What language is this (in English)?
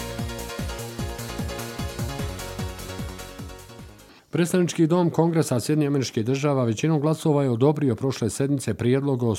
Bosnian